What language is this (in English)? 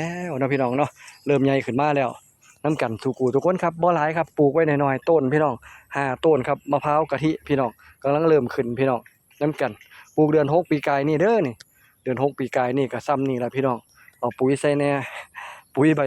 Northeastern Thai